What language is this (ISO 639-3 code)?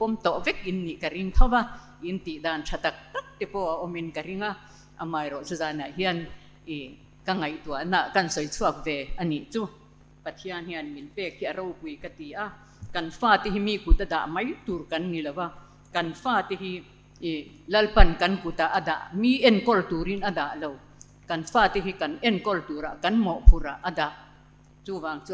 lus